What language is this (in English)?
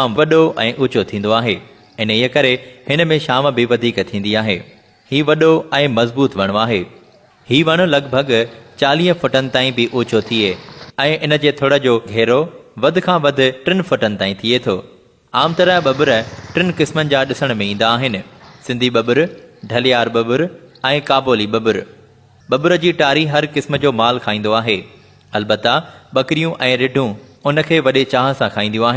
Sindhi